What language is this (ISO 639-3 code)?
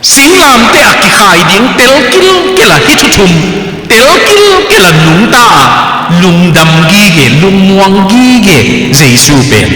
ctd